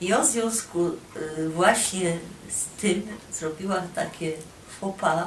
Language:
Silesian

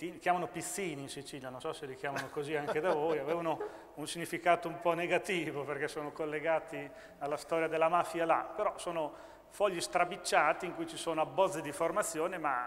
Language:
Italian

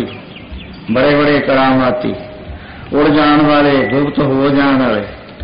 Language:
Punjabi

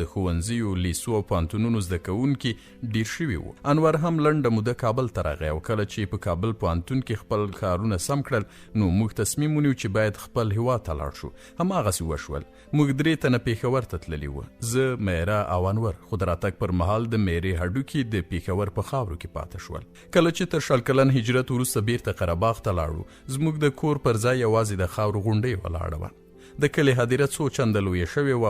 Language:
Pashto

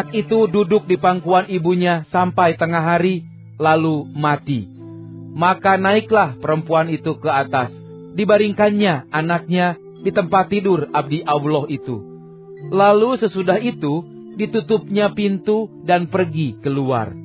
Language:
Indonesian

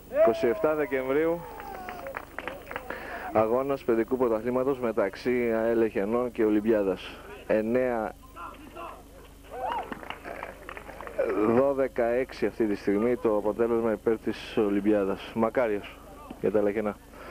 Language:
Greek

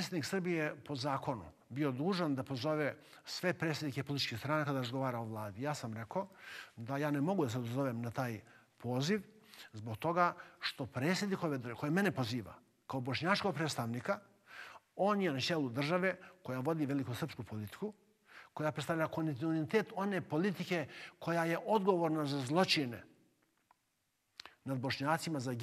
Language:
Bosnian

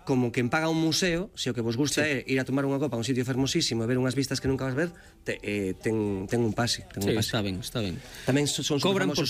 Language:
Galician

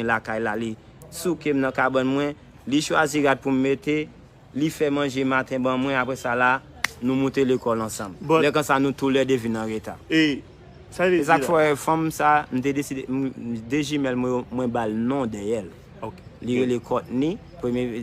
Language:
Haitian Creole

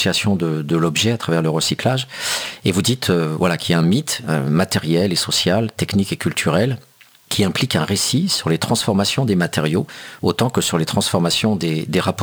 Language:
French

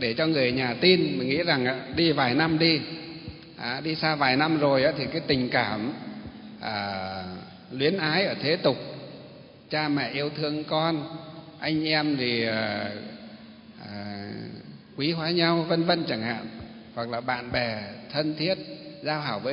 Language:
Vietnamese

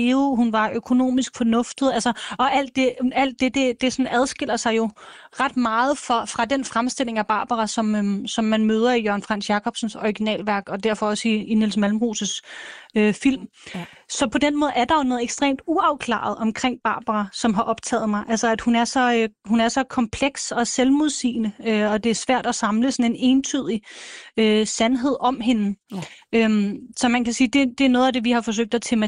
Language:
Danish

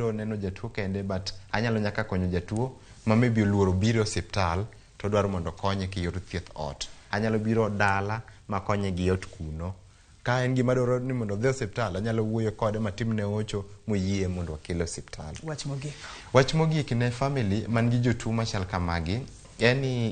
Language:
Luo (Kenya and Tanzania)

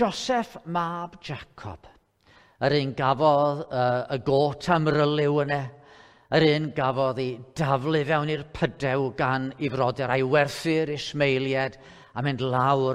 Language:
Welsh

